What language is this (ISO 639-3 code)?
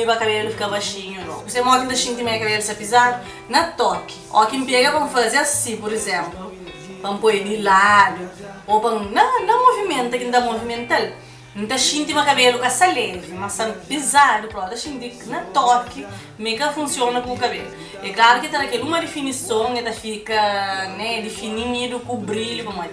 kea